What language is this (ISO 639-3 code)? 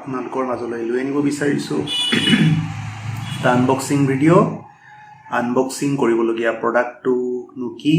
asm